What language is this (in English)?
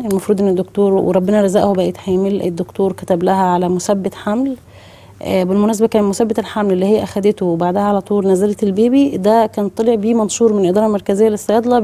Egyptian Arabic